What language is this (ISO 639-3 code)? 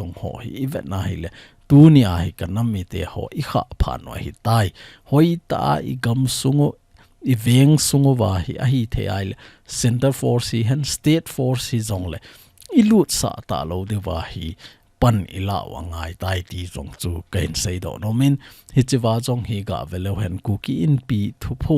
tcz